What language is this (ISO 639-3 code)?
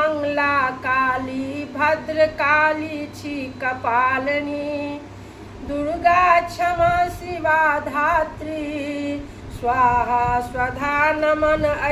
mai